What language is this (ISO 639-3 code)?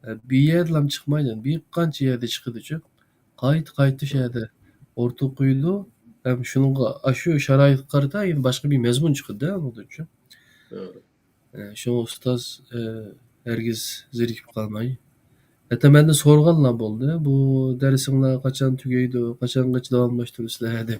uig